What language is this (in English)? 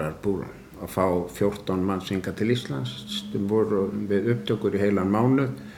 Icelandic